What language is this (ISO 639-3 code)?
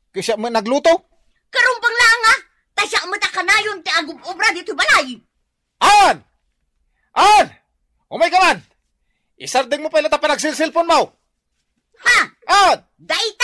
ilo